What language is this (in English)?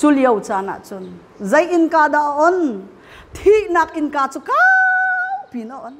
Hakha Chin